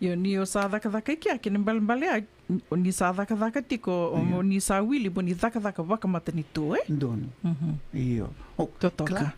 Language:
Fijian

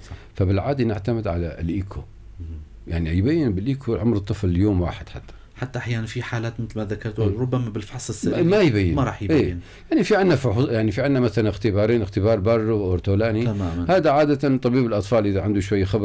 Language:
North Levantine Arabic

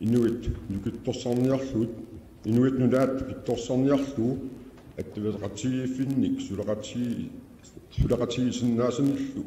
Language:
Kalaallisut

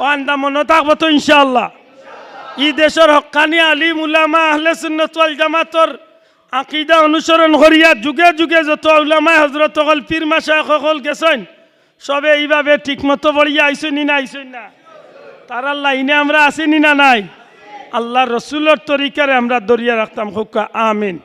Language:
Sylheti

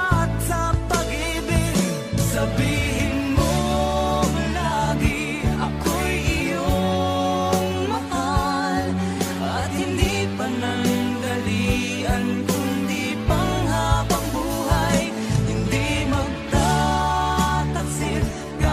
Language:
Filipino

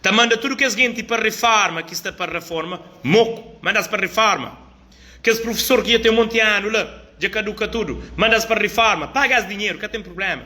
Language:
Kabuverdianu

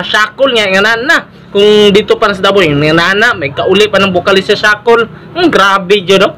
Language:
Cebuano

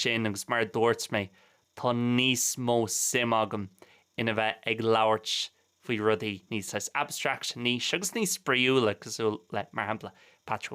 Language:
Irish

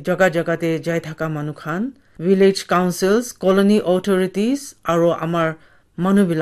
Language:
Naga Pidgin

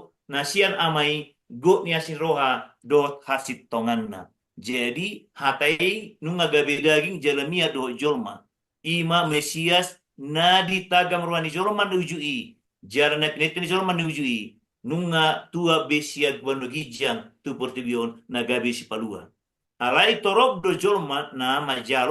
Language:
Batak Toba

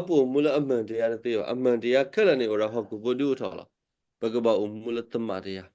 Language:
S'gaw Karen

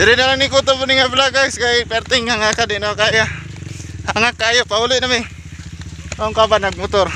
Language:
Cebuano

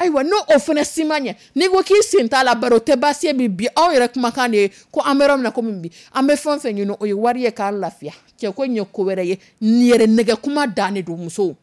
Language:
Dyula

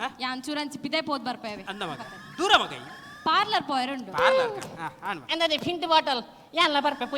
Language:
Tulu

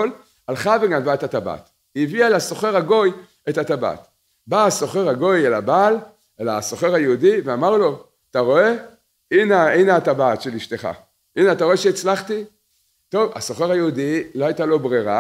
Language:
Hebrew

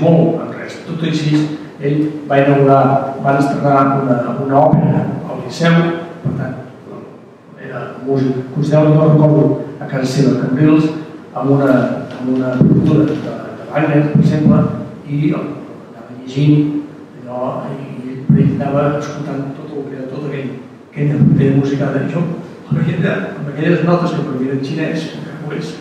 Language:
Catalan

